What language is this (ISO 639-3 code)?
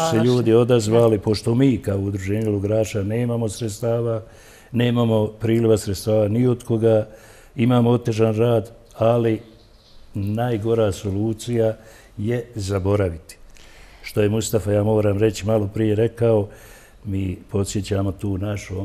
bos